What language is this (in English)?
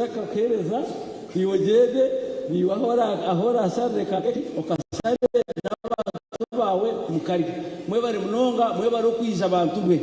Nyankole